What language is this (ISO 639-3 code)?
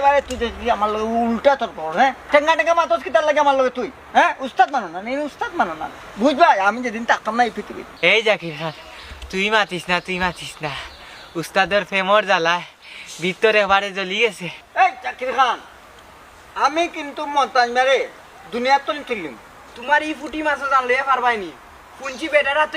syl